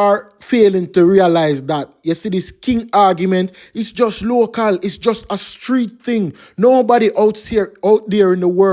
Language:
Jamaican Creole English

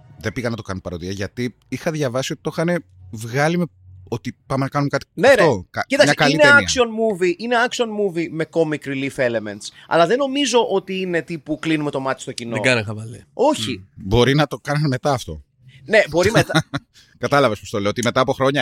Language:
Greek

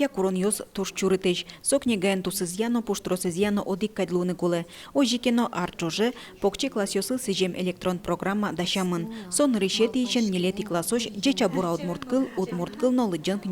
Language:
Udmurt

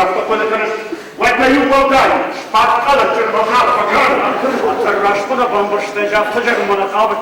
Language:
Ossetic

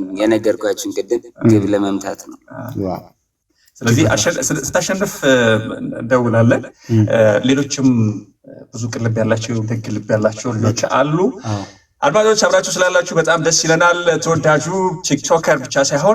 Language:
Amharic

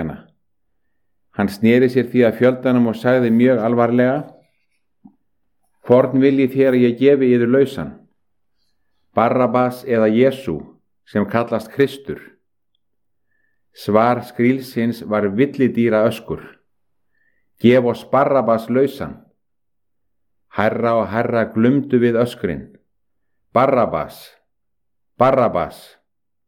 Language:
Icelandic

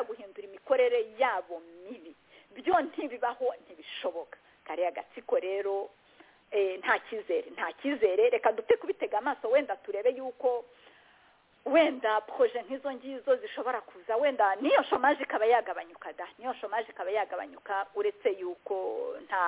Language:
Kinyarwanda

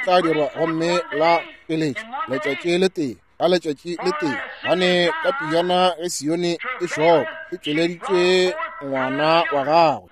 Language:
Northern Sotho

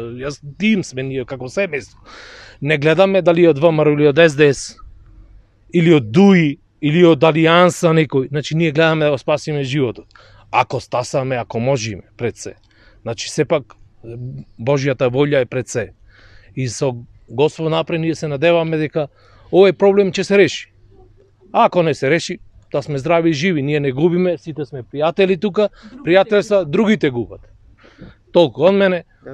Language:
Macedonian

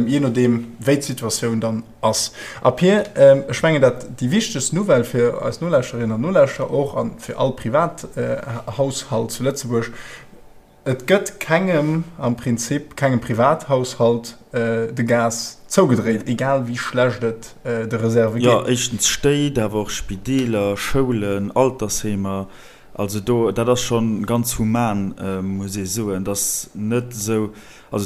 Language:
Luxembourgish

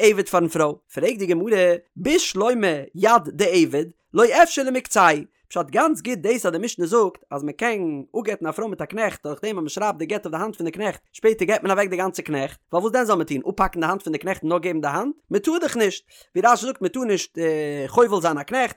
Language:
Yiddish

